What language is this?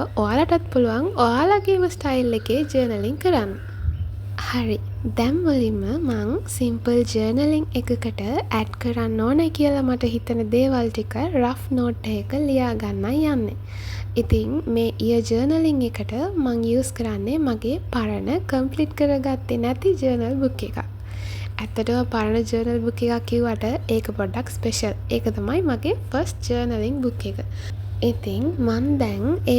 Sinhala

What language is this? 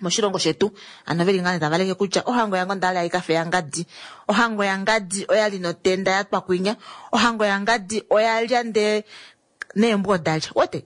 Kuanyama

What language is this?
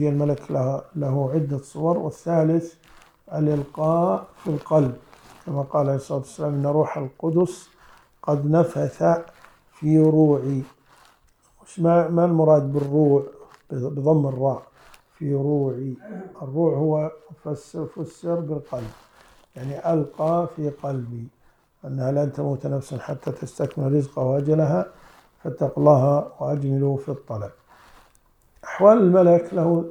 Arabic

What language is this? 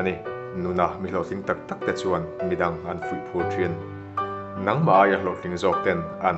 Mizo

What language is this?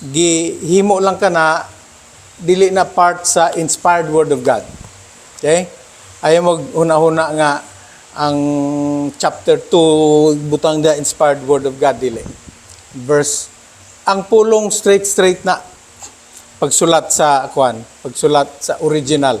Cebuano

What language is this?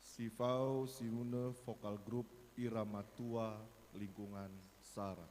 Nias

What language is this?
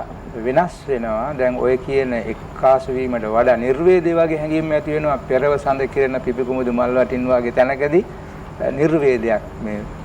Sinhala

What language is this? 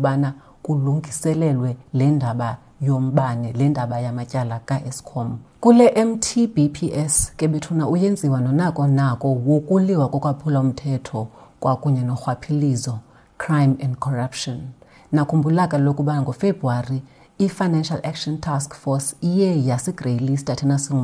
Xhosa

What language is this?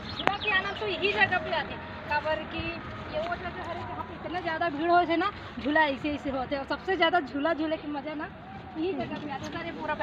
Chhattisgarhi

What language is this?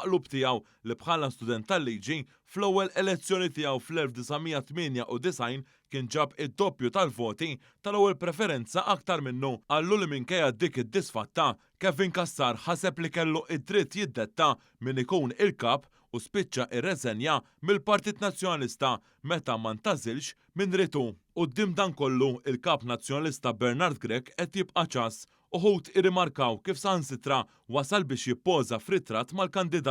Maltese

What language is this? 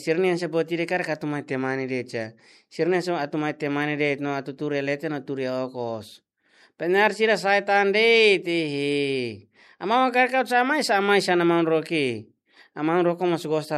Tetum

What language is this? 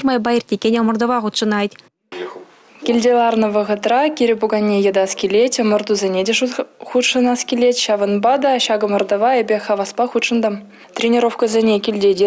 Chuvash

